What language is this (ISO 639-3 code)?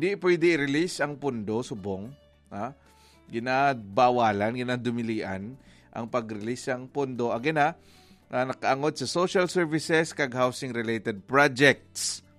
hil